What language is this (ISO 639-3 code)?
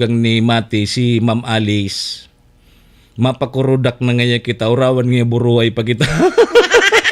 bik